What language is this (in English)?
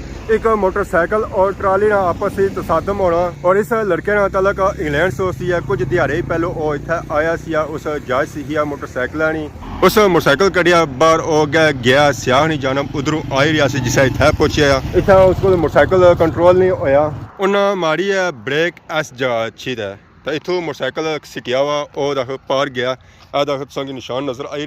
Pahari-Potwari